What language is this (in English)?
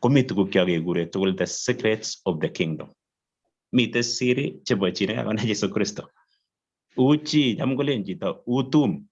Kalenjin